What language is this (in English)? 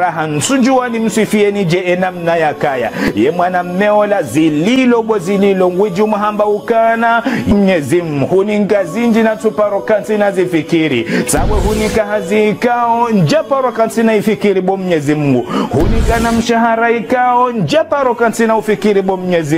Ngazidja Comorian